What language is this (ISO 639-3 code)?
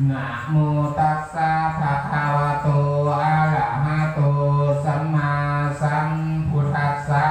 pli